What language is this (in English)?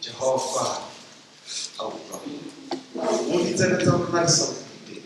Southern Sotho